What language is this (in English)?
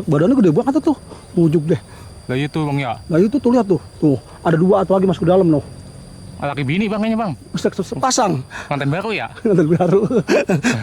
Betawi